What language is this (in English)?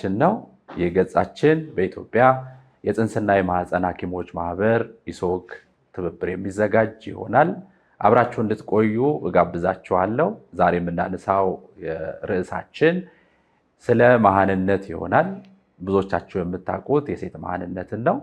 Amharic